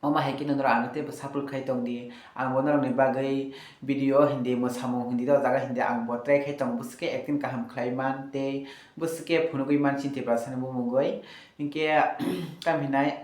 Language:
Kok Borok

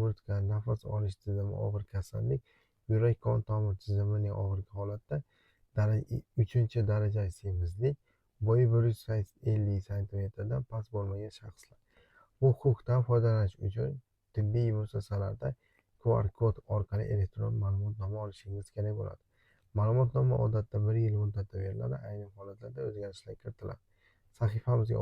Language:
Uzbek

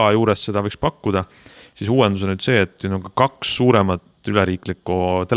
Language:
Estonian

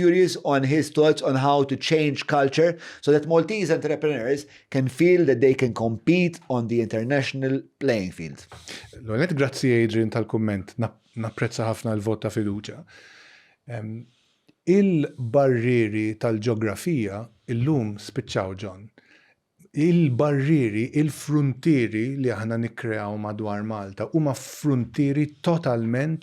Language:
Maltese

